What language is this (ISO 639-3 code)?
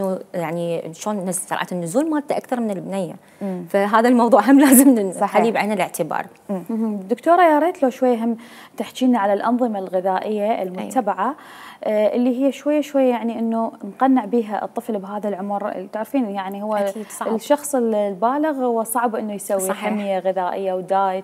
acm